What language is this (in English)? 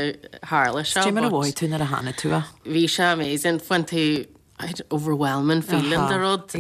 Irish